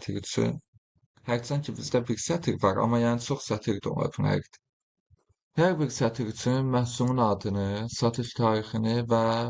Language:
Azerbaijani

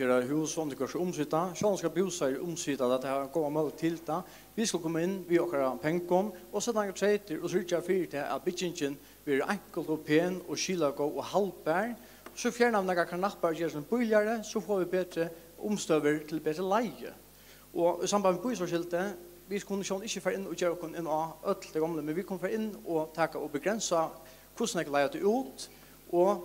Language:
Faroese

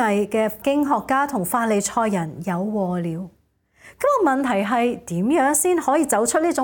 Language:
Cantonese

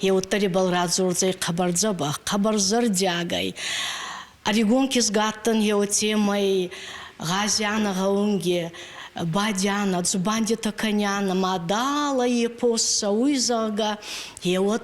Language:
Ossetic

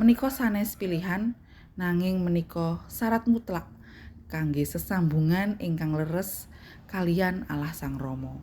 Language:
Javanese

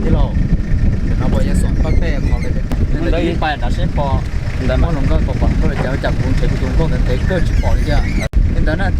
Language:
Hmong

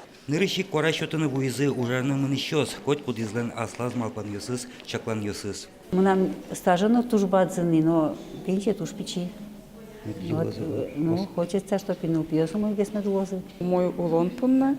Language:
Udmurt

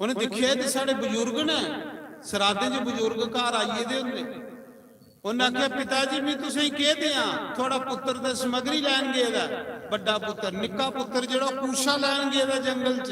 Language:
Dogri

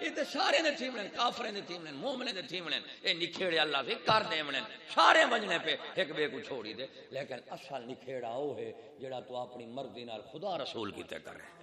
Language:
Saraiki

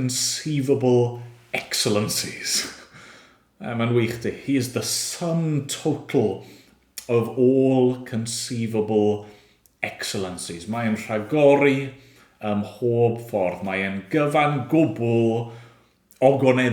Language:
Welsh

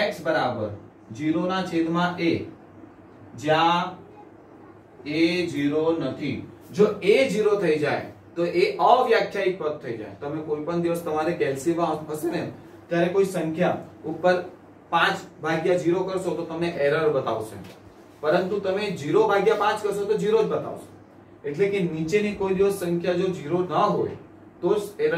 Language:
Gujarati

